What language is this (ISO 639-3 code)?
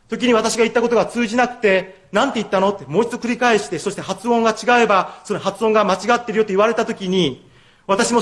jpn